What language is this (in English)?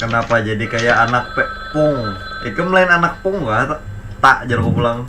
Banjar